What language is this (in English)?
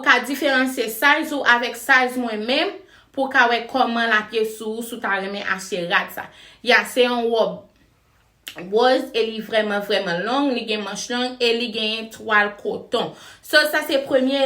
Haitian Creole